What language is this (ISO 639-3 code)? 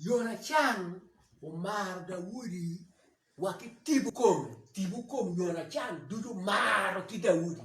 ach